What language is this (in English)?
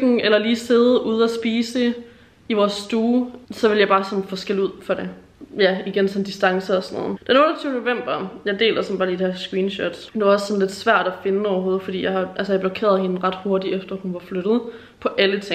Danish